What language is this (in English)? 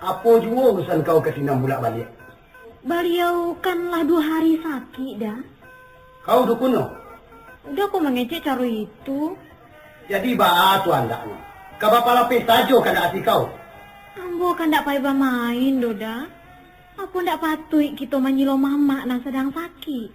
Minangkabau